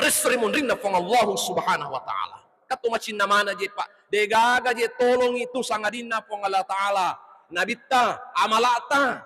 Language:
Buginese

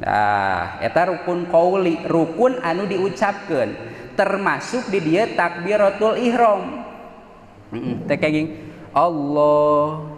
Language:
Sundanese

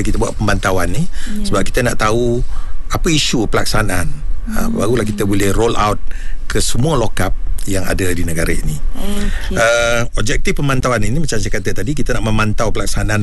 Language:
Malay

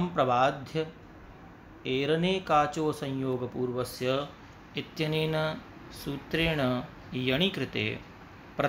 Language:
Sanskrit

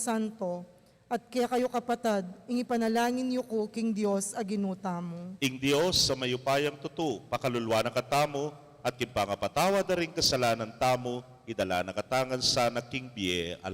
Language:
Pampanga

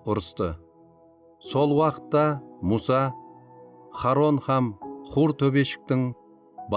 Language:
Kara-Kalpak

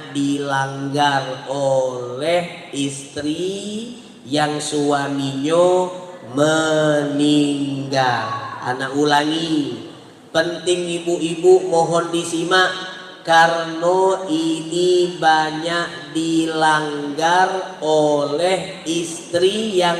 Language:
Musi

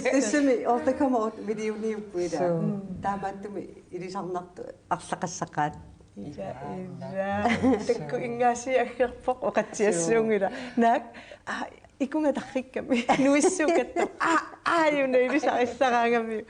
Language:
Kalaallisut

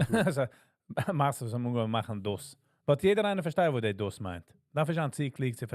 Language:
Yiddish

